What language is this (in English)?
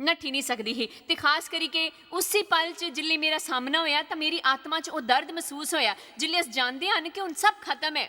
Dogri